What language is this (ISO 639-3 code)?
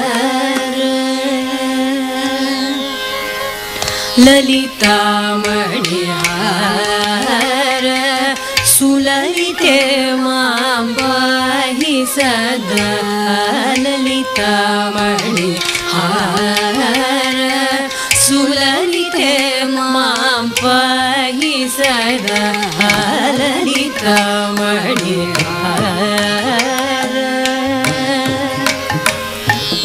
san